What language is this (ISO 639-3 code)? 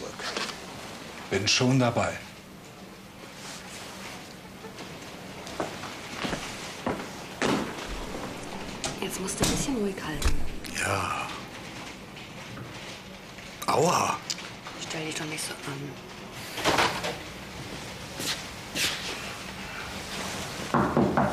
deu